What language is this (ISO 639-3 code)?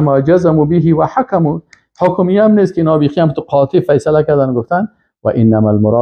fas